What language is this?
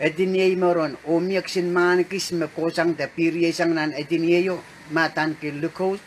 Pohnpeian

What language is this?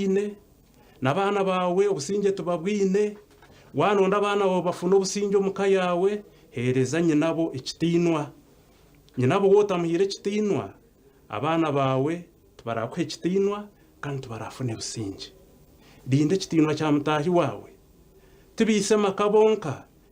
Nyankole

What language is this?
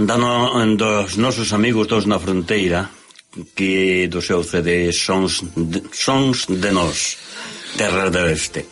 Galician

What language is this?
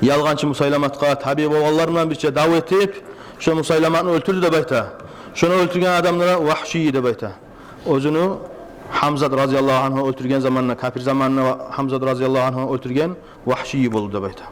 Kumyk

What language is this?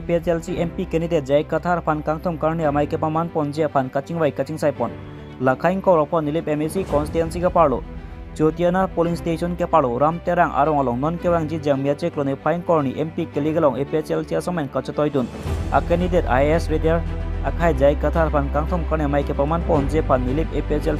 Karbi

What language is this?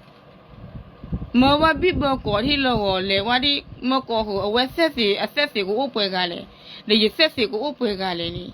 S'gaw Karen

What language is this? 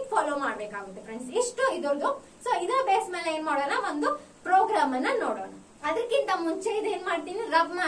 Kannada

